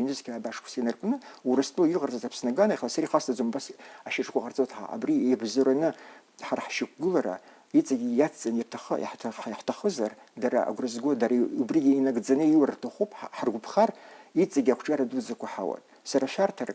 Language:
Abkhazian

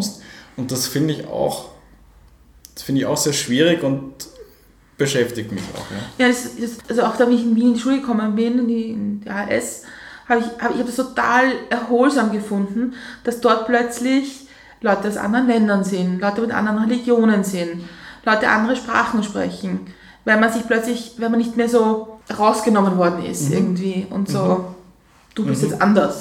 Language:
German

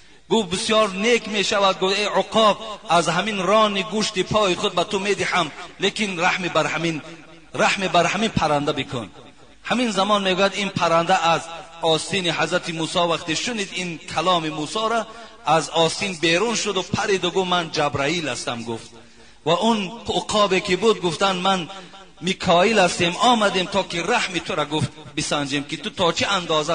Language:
Tajik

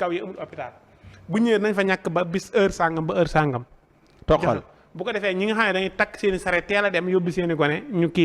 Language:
Wolof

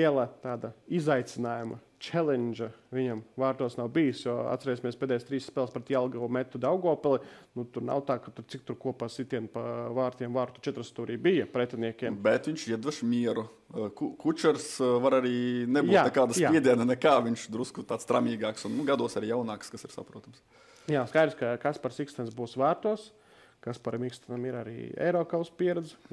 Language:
Latvian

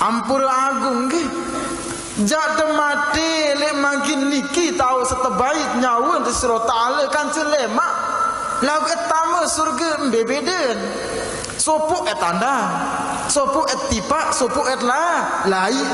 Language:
Sasak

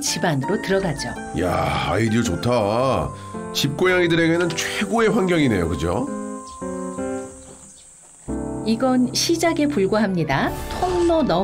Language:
Korean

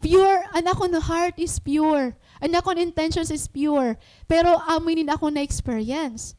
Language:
Waray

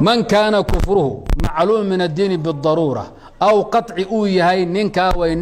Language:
Somali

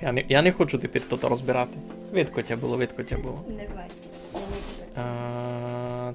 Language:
Rusyn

